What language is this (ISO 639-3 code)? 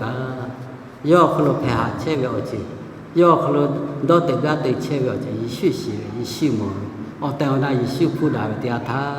lhu